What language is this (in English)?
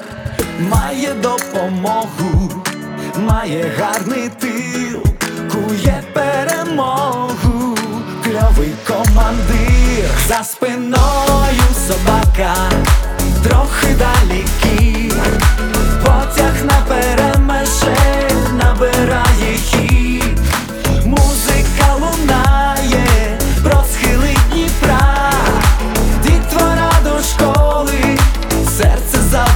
Ukrainian